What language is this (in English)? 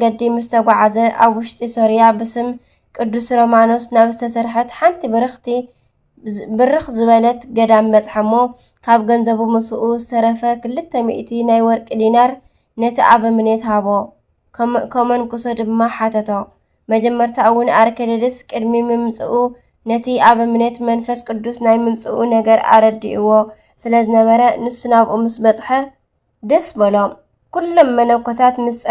Tigrinya